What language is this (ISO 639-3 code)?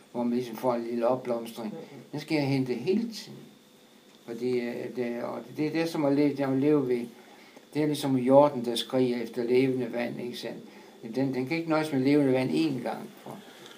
dan